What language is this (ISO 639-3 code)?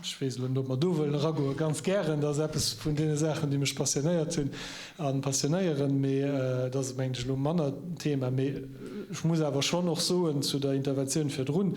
ltz